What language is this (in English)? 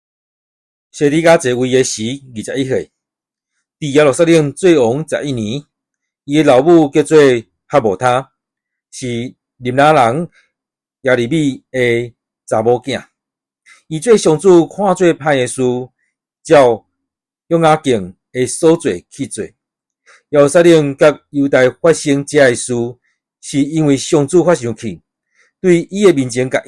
Min Nan Chinese